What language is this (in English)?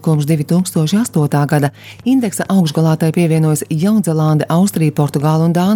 Latvian